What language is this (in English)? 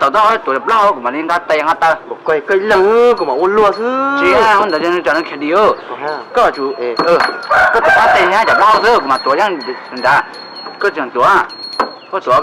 Hmong